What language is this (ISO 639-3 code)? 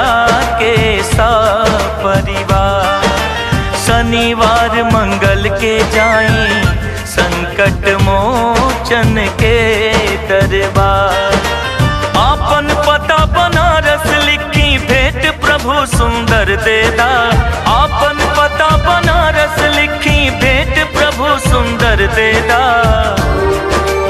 bho